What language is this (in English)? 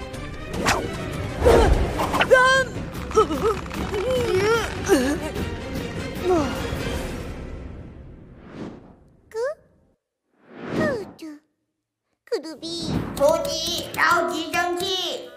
Chinese